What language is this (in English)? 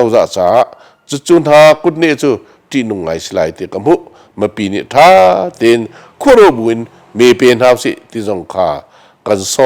Hakha Chin